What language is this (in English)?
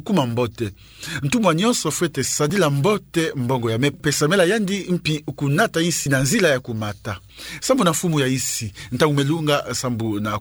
Kituba (Democratic Republic of Congo)